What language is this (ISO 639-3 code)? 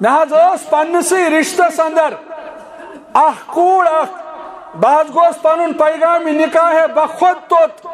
kas